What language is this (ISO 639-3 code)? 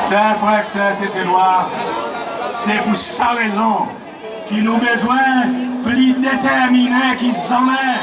crs